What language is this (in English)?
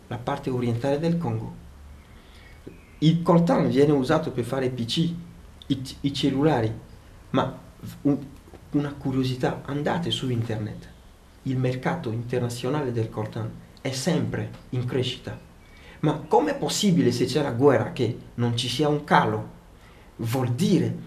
Italian